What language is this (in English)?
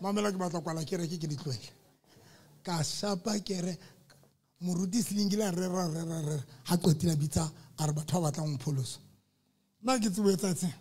Southern Sotho